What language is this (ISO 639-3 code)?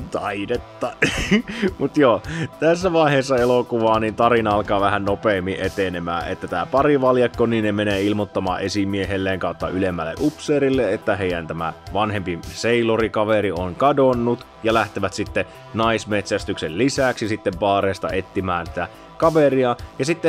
fin